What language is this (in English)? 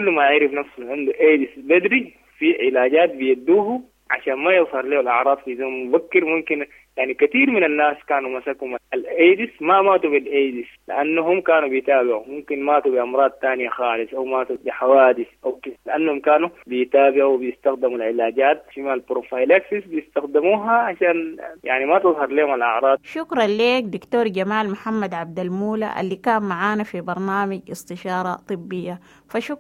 Sudanese Arabic